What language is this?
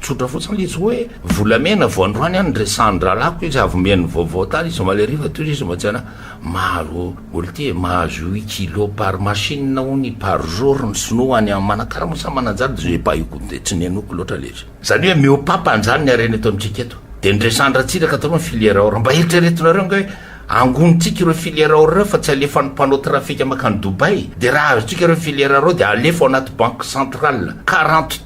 Malagasy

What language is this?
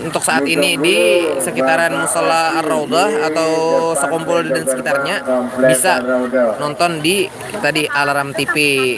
Banjar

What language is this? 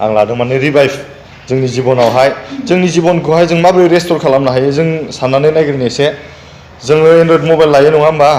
Bodo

